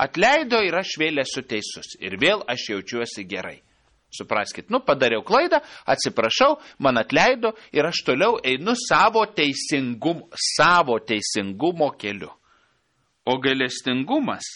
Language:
Lithuanian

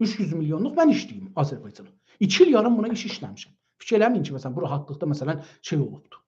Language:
South Azerbaijani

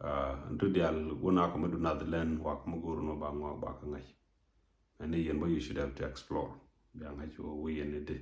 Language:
Nuer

